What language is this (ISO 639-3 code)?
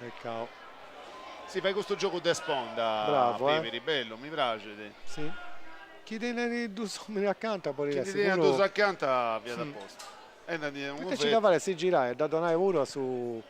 srd